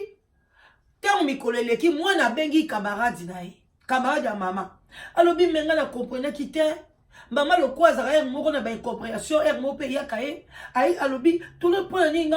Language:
Lingala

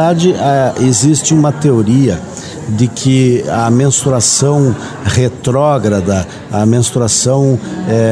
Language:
Portuguese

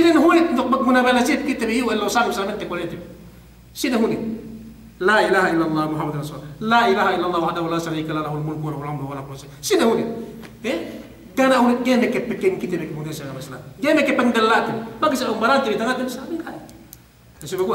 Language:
Yakan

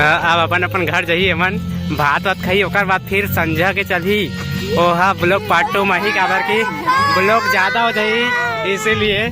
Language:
Chhattisgarhi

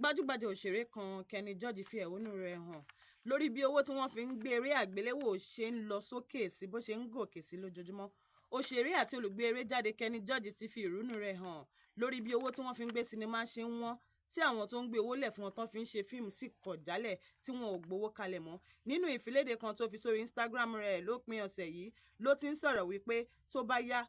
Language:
Yoruba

